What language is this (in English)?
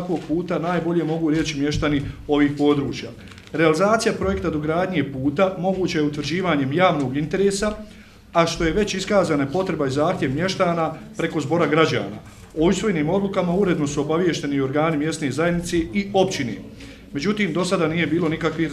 Bosnian